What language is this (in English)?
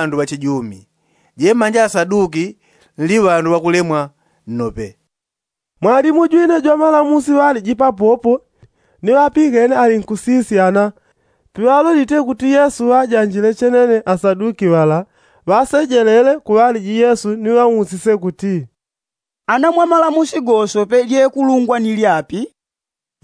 Yao